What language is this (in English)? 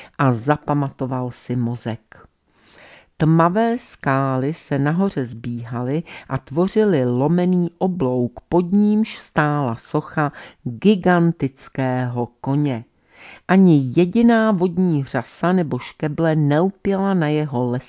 Czech